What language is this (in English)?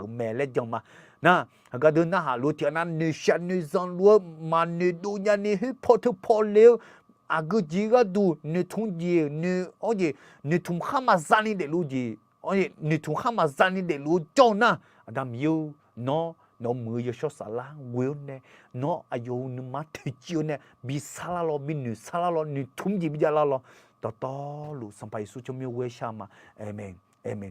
Akha